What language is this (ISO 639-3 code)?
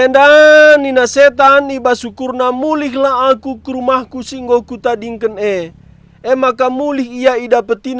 btx